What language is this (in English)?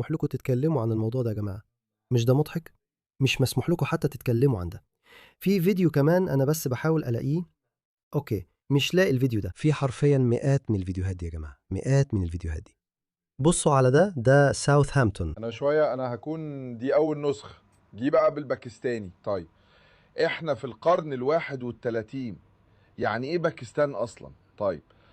Egyptian Arabic